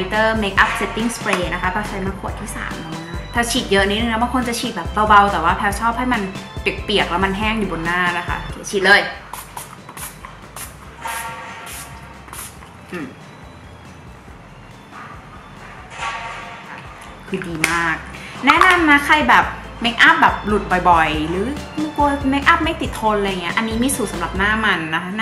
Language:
Thai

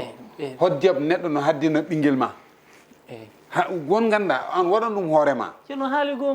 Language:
Fula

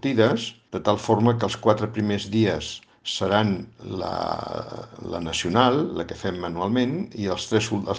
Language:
Catalan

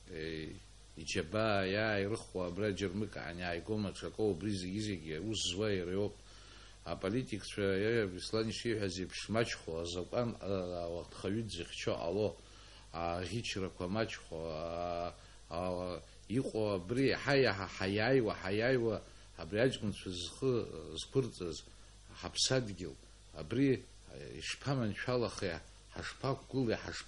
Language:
Abkhazian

